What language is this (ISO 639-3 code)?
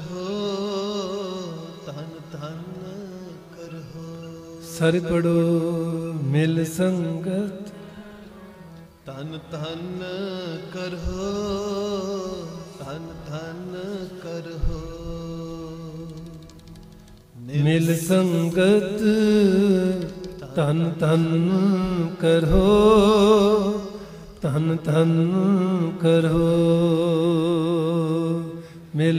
pan